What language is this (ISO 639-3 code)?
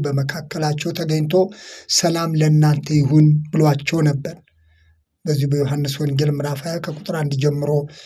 amh